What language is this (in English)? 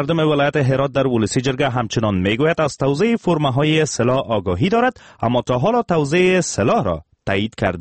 Persian